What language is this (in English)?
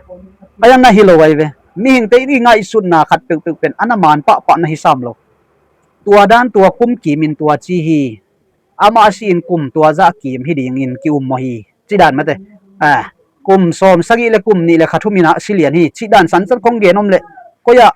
Tedim Chin